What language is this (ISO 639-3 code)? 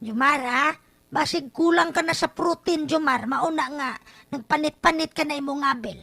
ceb